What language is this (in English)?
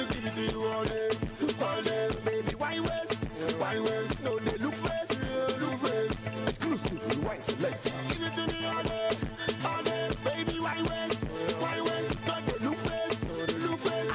Nigerian Pidgin